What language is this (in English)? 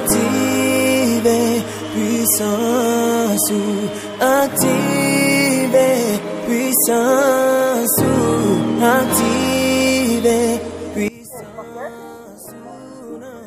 Haitian Creole